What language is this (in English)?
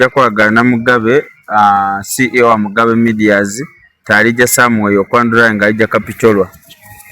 Ganda